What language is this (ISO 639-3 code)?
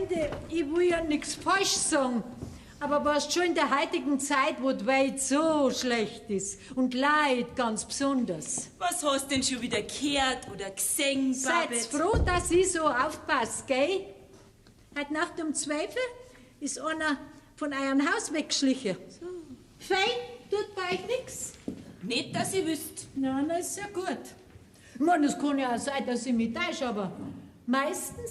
bar